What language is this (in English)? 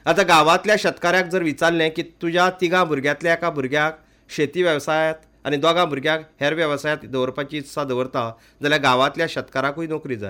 Konkani